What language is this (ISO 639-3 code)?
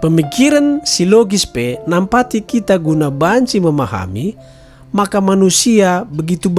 btx